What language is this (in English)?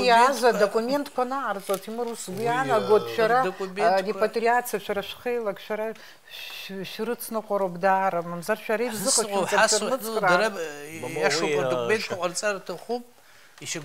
Abkhazian